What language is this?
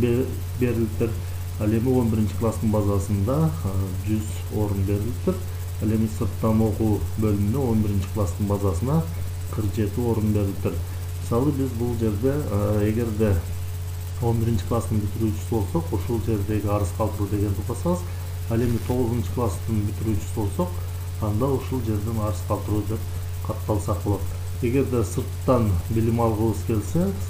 Kyrgyz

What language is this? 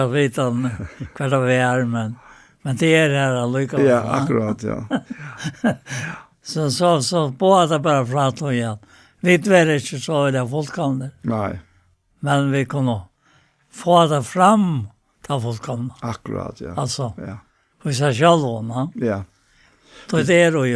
Faroese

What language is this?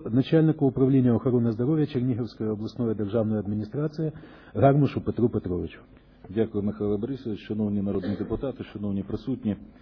Ukrainian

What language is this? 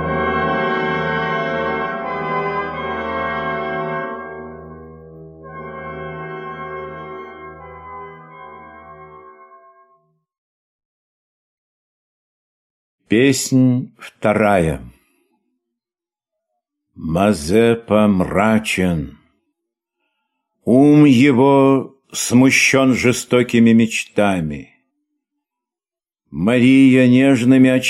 Russian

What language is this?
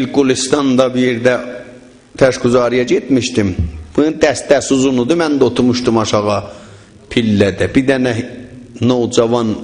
South Azerbaijani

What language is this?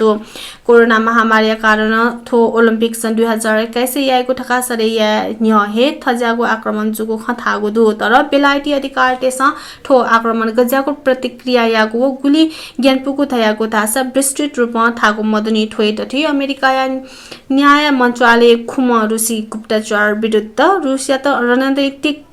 Newari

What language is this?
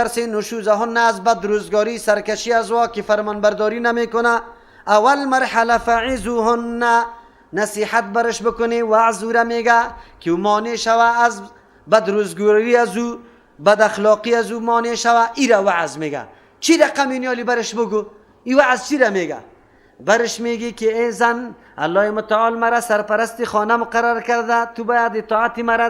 Persian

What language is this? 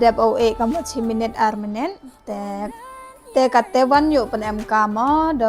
Khasi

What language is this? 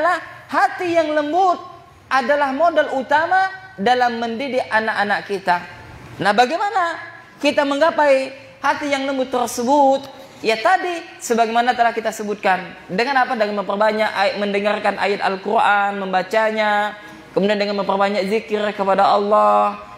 Indonesian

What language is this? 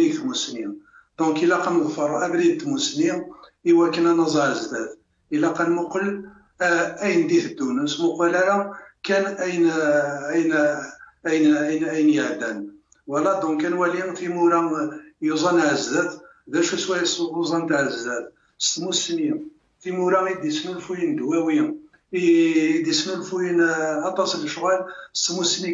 Kabyle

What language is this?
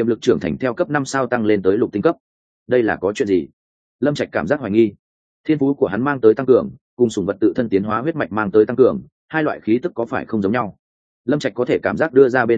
Vietnamese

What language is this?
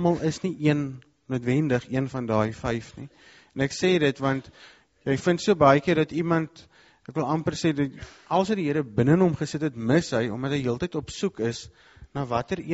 Afrikaans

